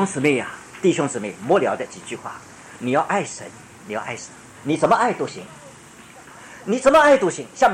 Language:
Chinese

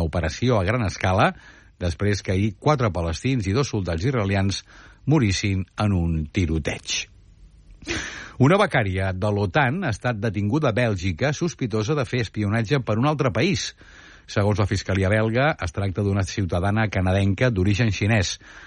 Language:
Catalan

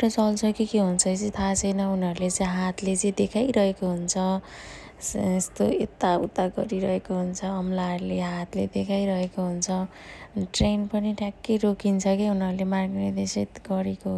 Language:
Nepali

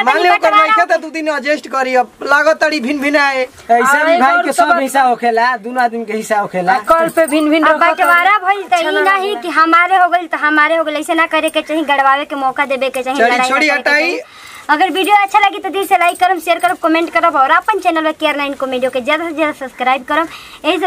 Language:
Bhojpuri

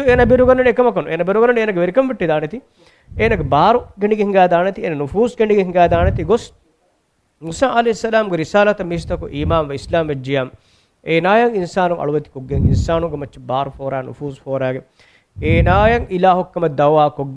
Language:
Divehi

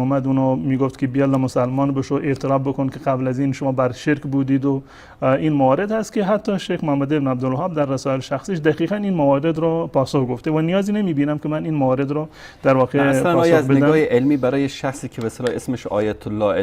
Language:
Persian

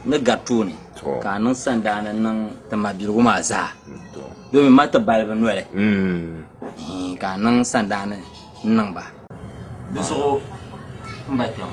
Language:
Dagbani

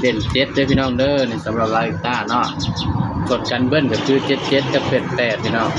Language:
Northeastern Thai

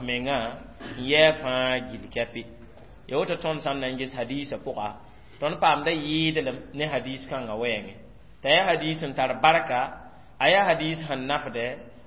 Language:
Mossi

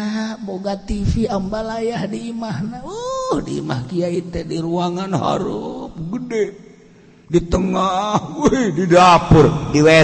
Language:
Sundanese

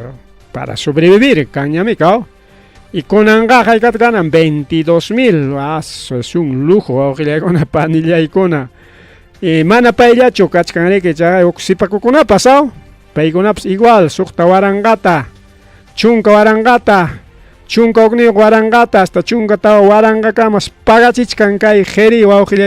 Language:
Ayacucho Quechua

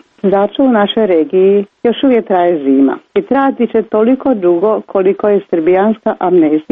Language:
Croatian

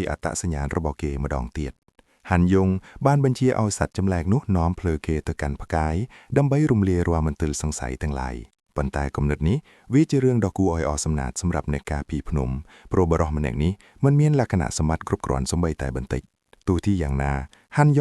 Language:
Khmer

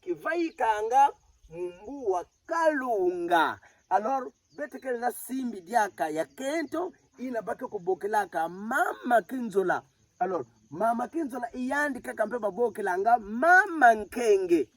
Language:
Kituba (Democratic Republic of Congo)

